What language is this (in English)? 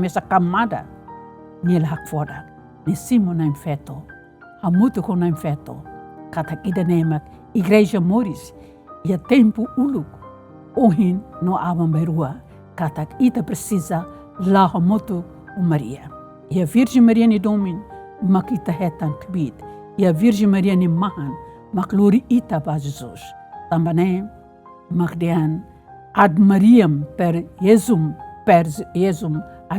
Tetum